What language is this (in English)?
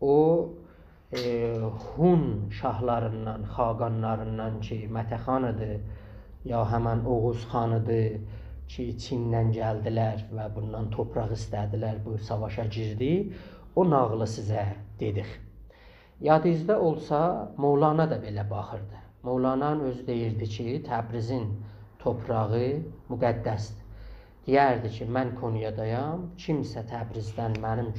South Azerbaijani